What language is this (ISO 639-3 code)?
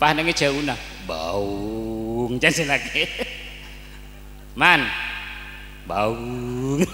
mad